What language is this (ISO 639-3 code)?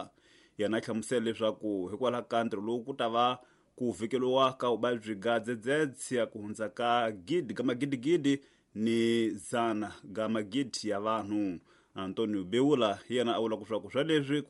tso